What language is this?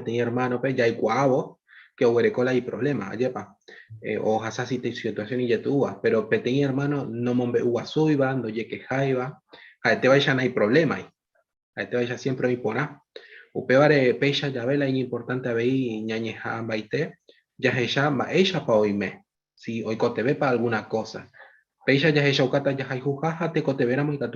Guarani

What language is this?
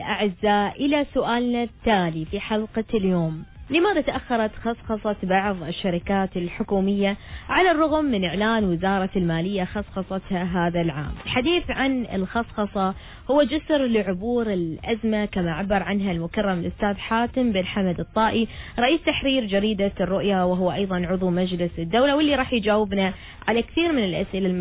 Arabic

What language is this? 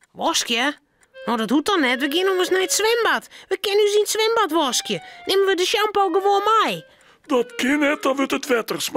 Western Frisian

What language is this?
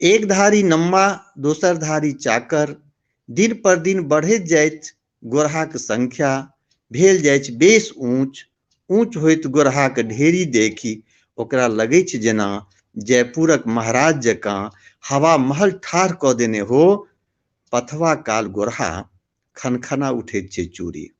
Maithili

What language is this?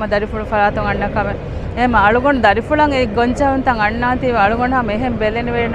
Divehi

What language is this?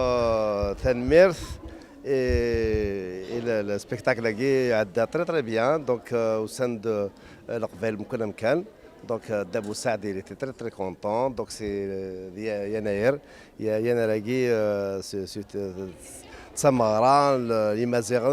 Kabyle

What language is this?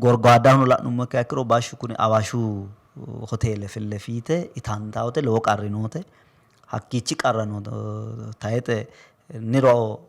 Sidamo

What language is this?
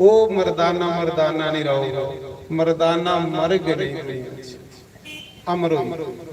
Dogri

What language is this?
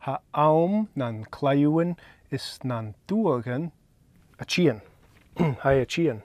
Scottish Gaelic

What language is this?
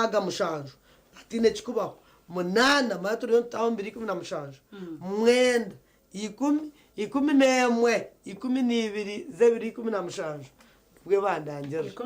Nyankole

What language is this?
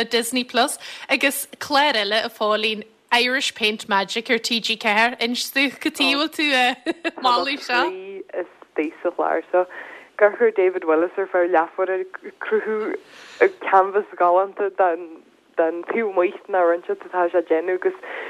Irish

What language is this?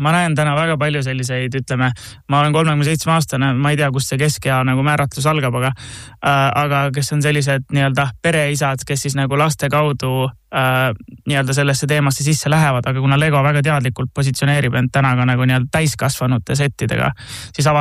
Estonian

